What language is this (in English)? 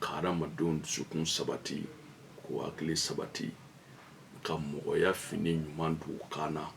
Bambara